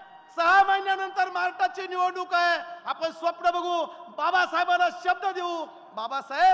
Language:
Marathi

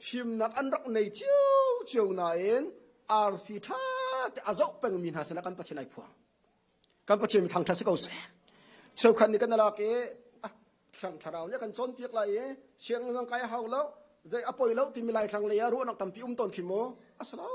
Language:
Hakha Chin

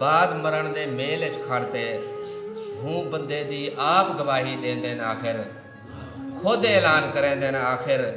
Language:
Saraiki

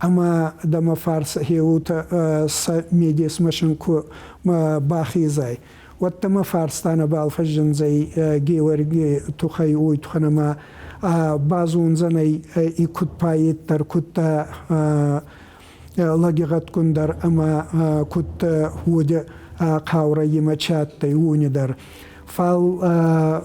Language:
Ossetic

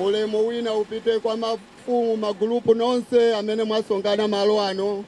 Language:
Nyanja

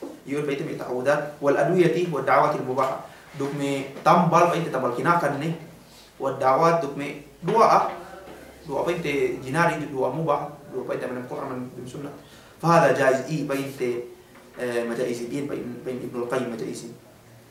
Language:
Yakan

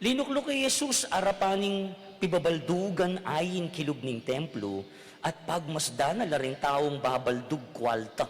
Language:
Pampanga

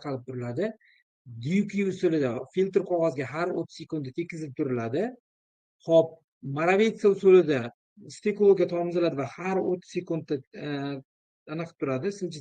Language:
Uzbek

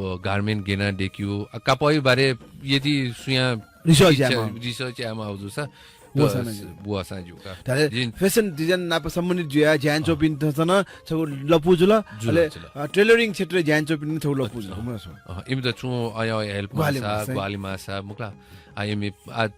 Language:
Newari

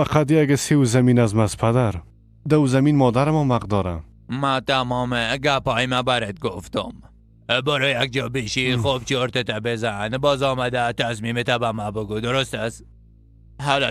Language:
Persian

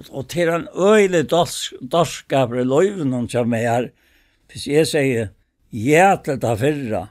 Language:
Faroese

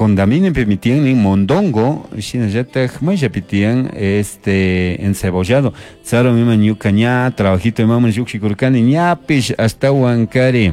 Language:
Chimborazo Highland Quichua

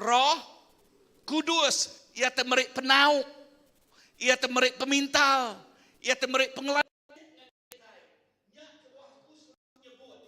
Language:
Iban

